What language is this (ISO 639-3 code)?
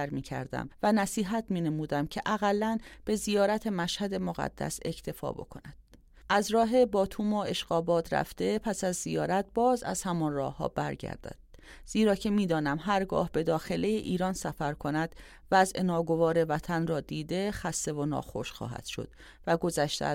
fas